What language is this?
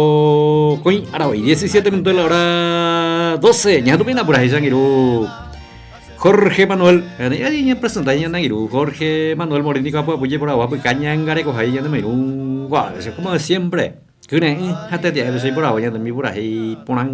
Guarani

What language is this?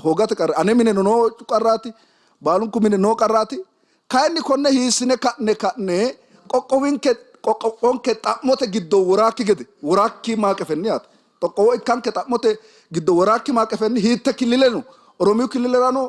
Sidamo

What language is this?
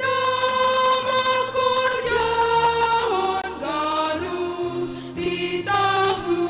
Batak Simalungun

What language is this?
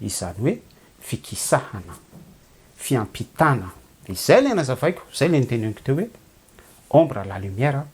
Malagasy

